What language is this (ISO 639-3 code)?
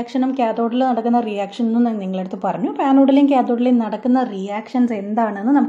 mal